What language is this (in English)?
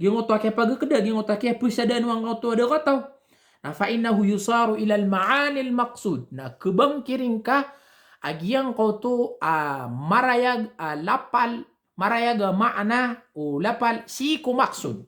Maranao